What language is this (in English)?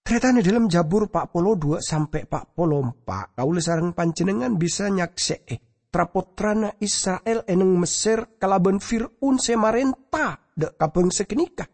Madurese